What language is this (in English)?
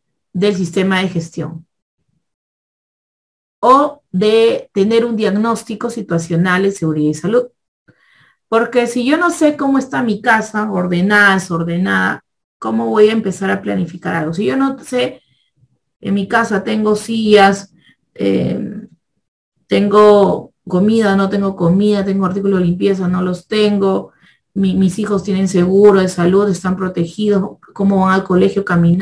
Spanish